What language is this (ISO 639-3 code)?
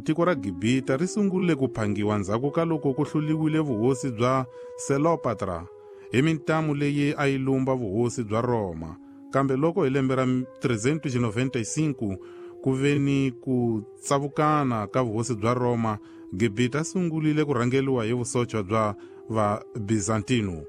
tso